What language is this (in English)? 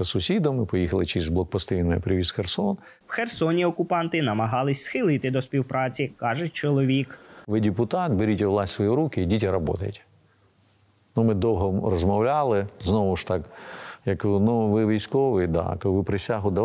Ukrainian